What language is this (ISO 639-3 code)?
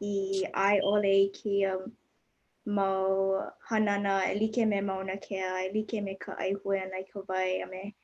haw